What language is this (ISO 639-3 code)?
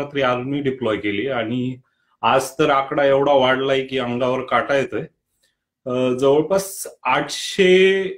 mar